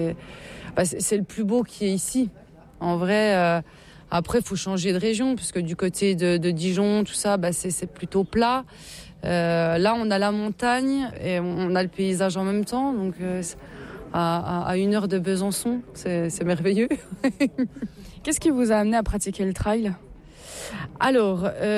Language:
French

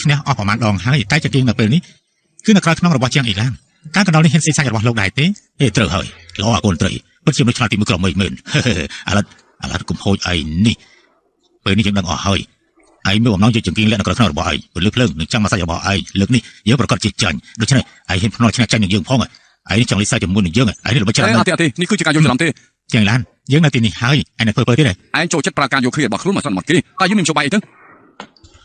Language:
Khmer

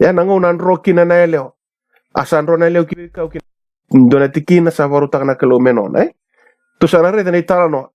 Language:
Fijian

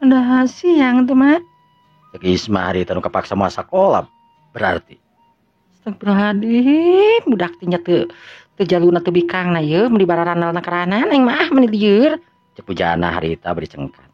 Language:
Sundanese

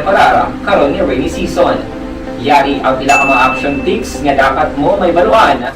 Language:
Hiligaynon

